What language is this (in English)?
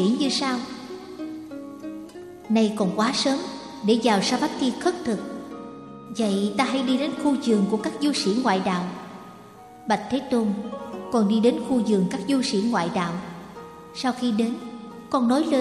Vietnamese